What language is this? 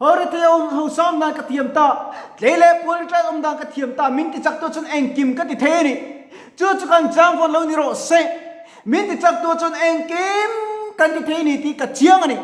Mizo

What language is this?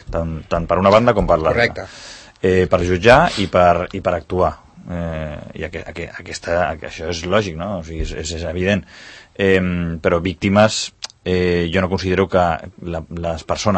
Catalan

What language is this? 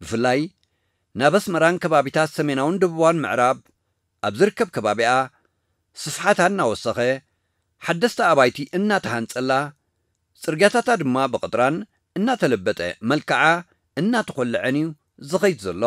Tigrinya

